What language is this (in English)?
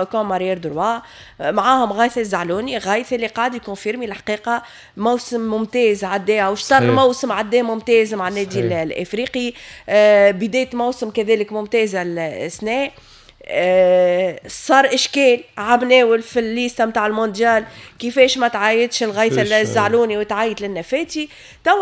Tunisian Arabic